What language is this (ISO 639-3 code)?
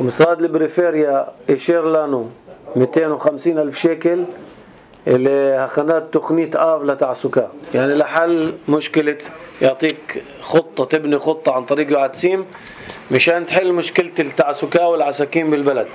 apc